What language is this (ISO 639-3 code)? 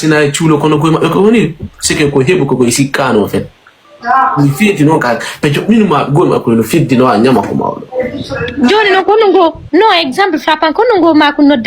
ful